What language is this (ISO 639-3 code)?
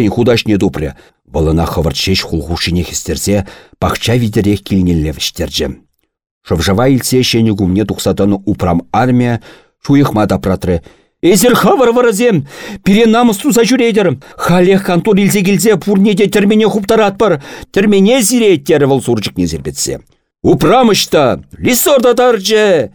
chv